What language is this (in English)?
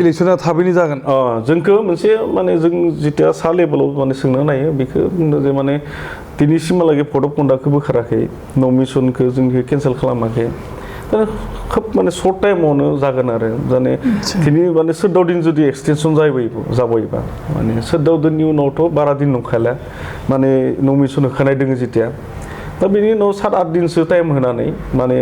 Bodo